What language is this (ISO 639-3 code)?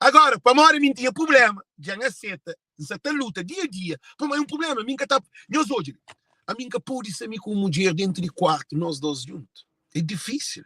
kea